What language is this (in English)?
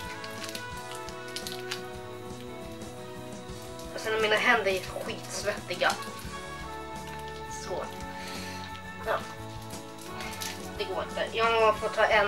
Swedish